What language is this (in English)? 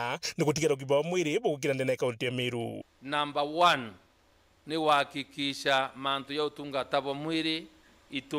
Meru